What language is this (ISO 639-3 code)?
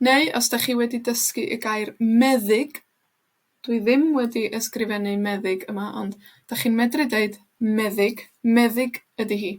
cym